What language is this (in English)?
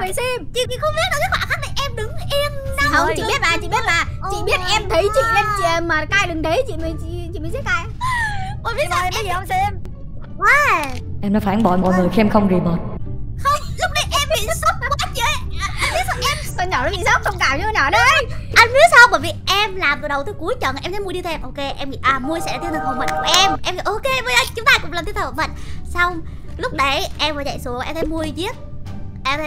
Vietnamese